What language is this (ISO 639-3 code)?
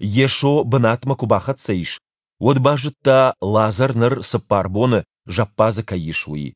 oss